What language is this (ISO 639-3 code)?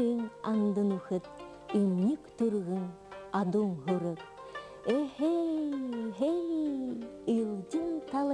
bua